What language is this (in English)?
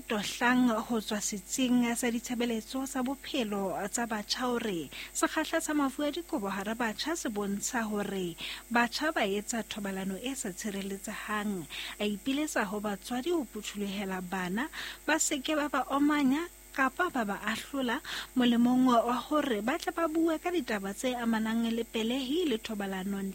Southern Sotho